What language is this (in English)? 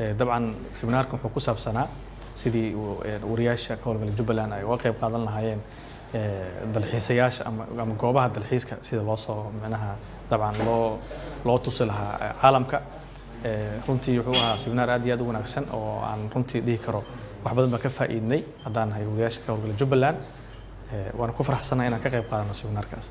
Somali